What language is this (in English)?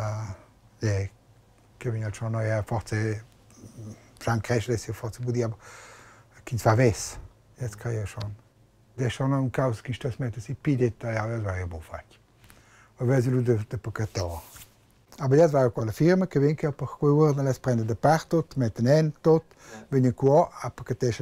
Romansh